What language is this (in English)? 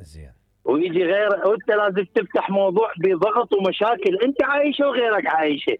Mesopotamian Arabic